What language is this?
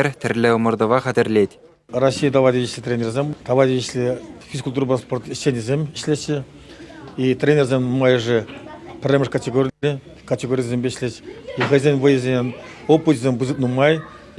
Chuvash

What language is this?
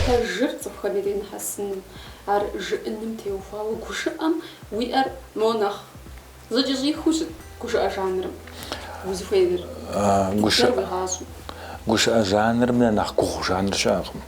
Kabardian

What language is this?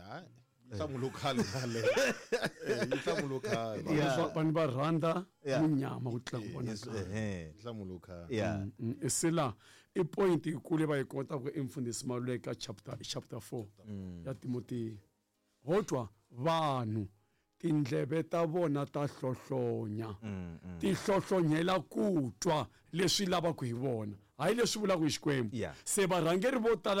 Tsonga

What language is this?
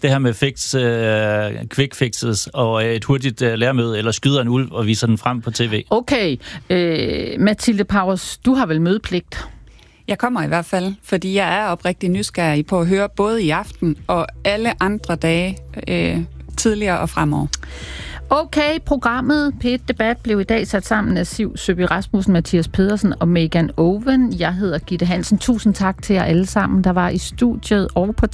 Danish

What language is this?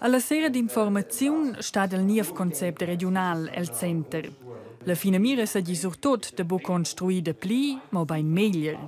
Romansh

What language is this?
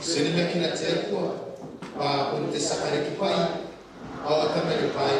Gilbertese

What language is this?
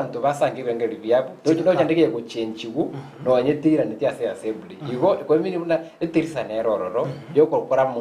Gusii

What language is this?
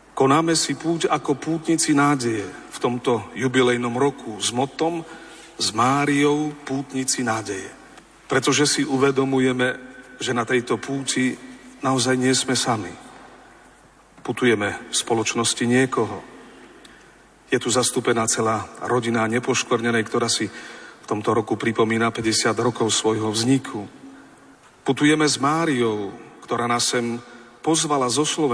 Slovak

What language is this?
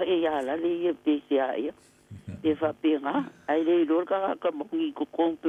Samoan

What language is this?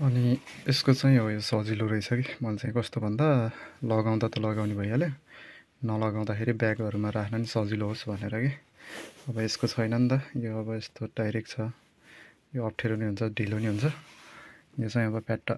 Nepali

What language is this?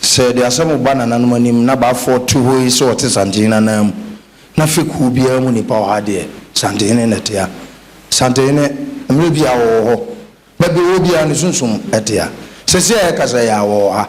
Akan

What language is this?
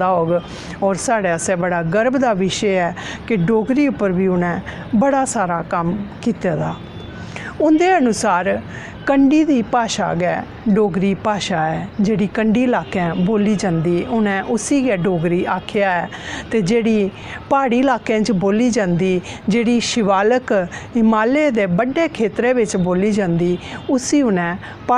Dogri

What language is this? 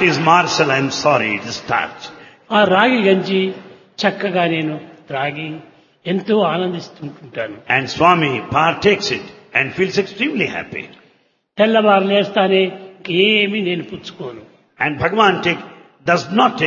Telugu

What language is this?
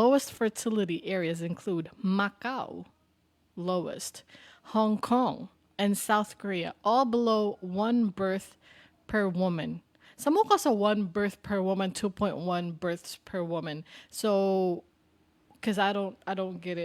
Cebuano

